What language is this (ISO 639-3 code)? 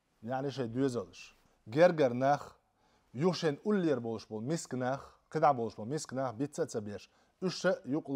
che